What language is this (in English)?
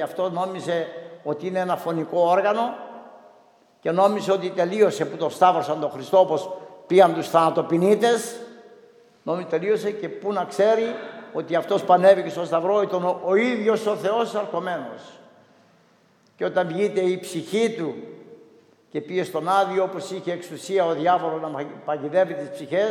Greek